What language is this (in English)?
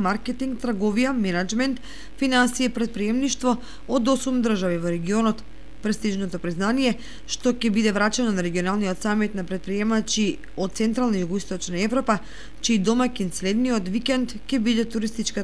Macedonian